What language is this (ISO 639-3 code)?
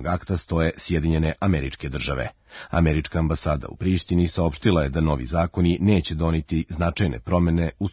srp